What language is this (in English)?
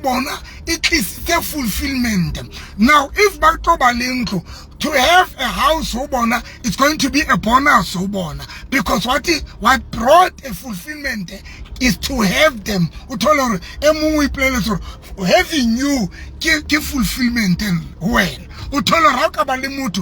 Southern Sotho